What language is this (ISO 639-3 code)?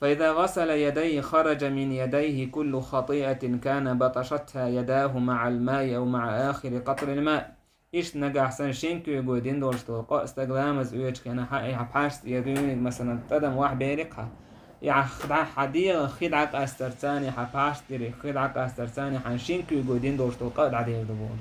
che